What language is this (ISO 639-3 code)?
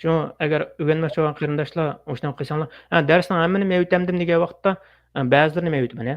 uig